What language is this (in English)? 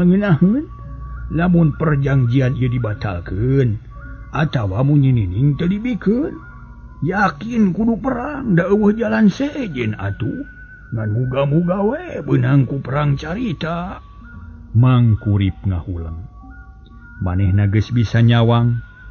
Sundanese